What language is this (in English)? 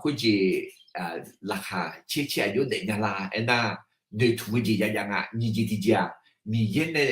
Akha